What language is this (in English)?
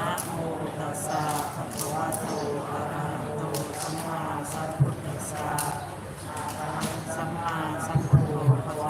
Pali